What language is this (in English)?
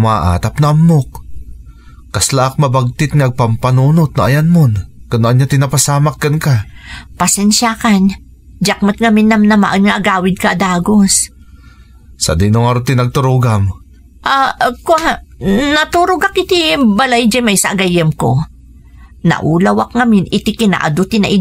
Iloko